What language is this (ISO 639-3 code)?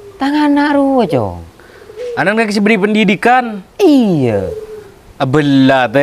mad